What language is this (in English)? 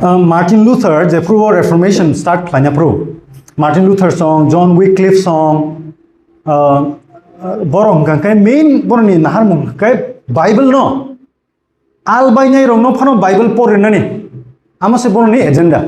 Kok Borok